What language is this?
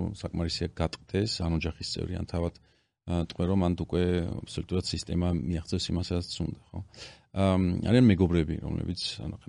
Georgian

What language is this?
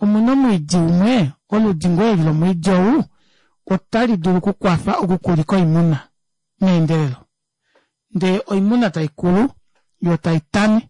Kuanyama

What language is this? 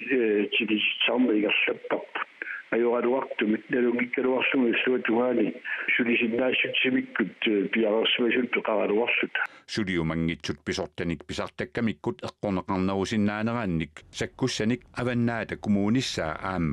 Kalaallisut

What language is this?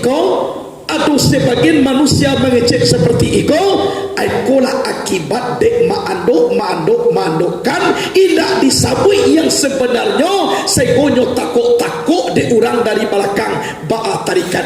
Minangkabau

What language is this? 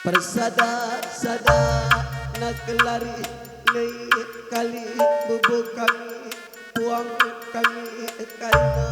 Batak Karo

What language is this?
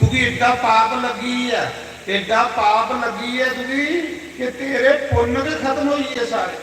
Dogri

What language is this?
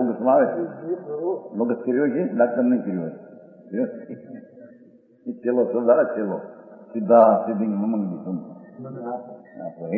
Gujarati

